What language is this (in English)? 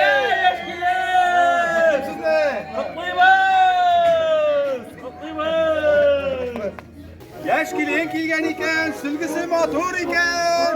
Tatar